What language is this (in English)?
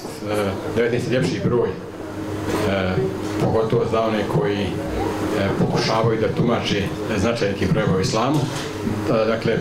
Bosnian